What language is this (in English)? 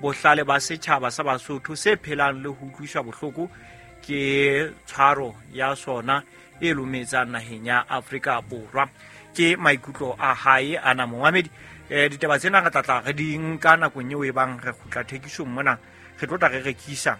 Southern Sotho